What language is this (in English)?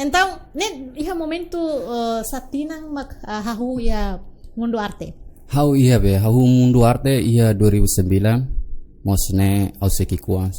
Tetum